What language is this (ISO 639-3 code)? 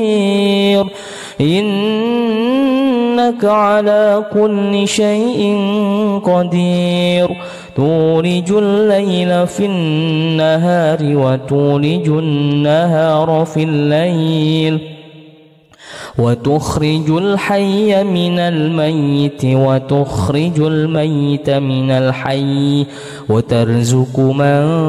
ara